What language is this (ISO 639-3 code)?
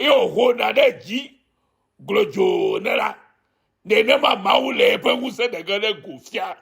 ewe